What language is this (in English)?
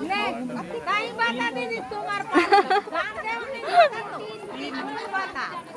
Chhattisgarhi